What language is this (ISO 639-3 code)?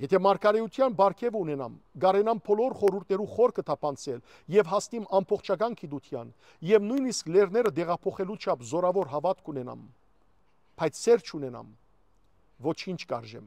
hyw